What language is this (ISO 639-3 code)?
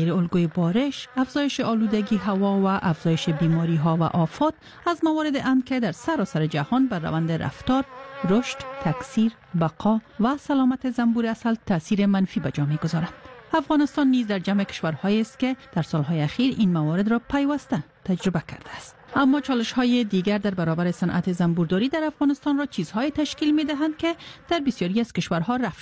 fas